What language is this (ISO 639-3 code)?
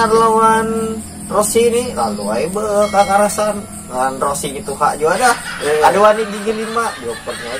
bjn